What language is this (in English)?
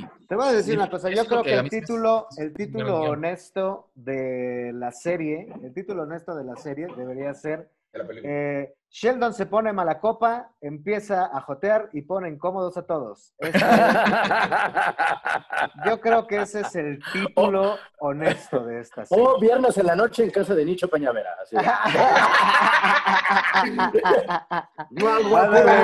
Spanish